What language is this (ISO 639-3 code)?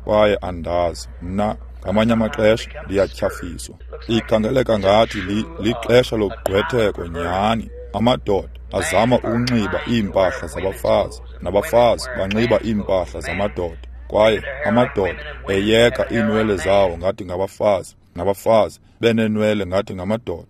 xho